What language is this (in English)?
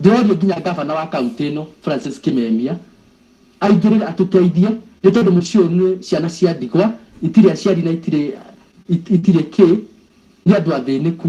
Kikuyu